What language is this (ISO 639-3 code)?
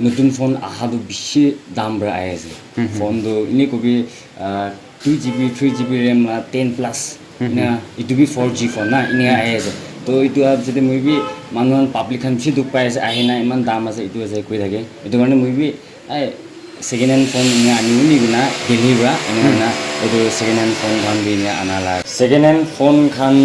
nag